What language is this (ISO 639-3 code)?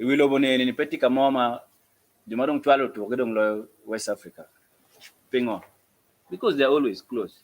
ach